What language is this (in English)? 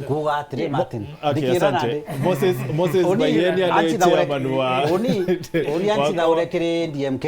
Meru